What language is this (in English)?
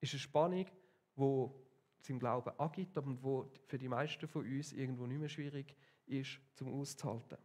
Swiss German